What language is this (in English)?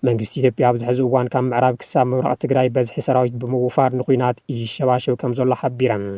Tigrinya